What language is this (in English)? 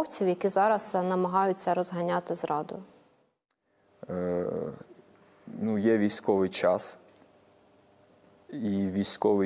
Ukrainian